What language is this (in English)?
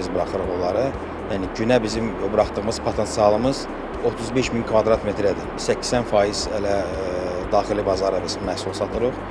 Azerbaijani